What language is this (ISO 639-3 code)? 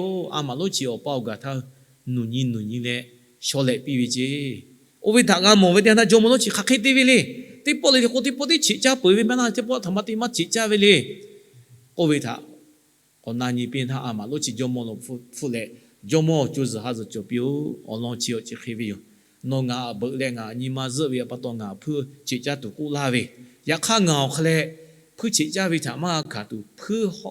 lhu